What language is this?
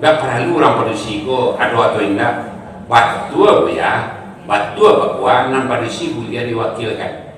Minangkabau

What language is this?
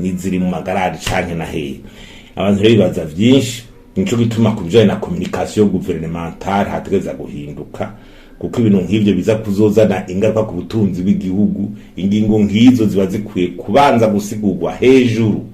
Rundi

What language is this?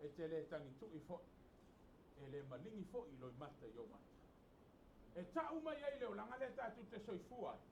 Samoan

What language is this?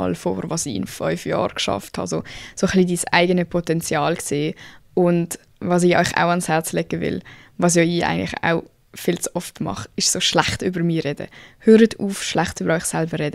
Swiss German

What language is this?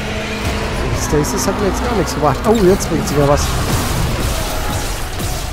German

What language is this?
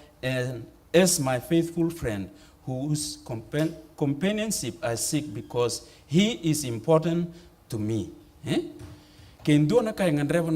Fijian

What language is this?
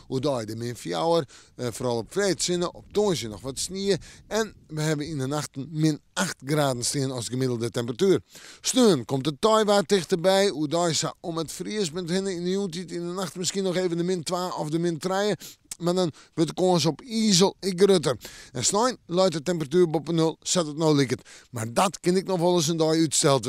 Western Frisian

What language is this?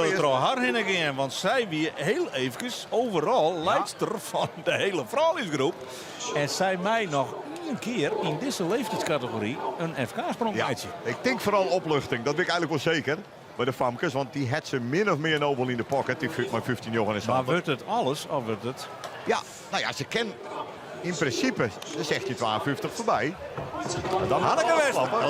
Western Frisian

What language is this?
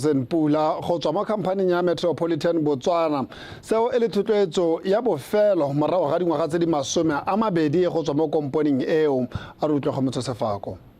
Tswana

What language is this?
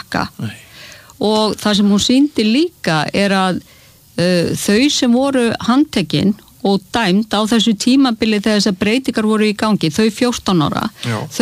Icelandic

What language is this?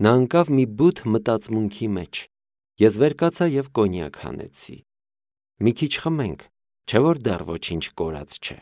Armenian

